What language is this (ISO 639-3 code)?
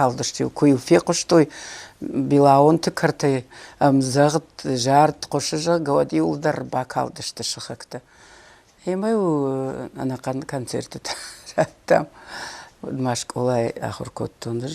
oss